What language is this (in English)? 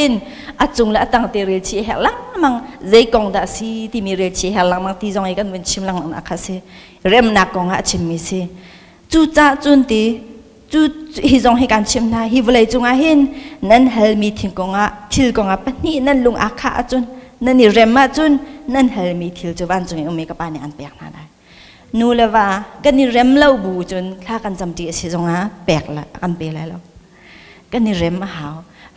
Hakha Chin